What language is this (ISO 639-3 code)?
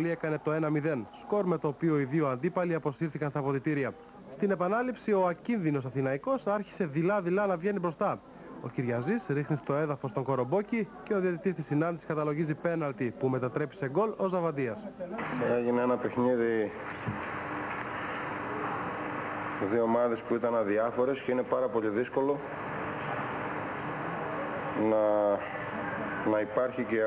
ell